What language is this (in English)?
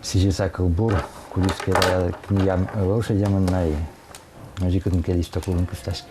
Udmurt